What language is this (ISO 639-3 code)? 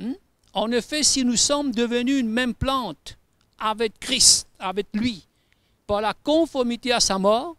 mfe